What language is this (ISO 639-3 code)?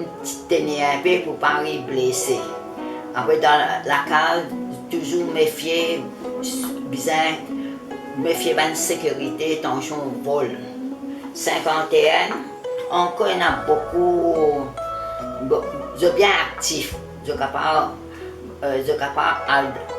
mfe